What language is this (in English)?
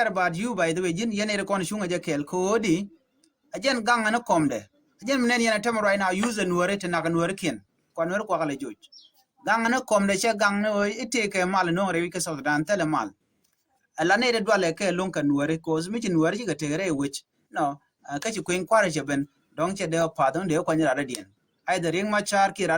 Nuer